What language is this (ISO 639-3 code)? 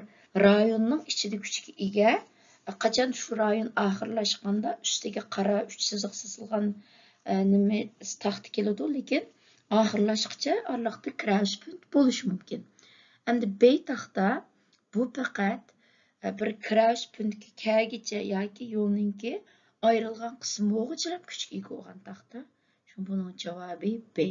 uig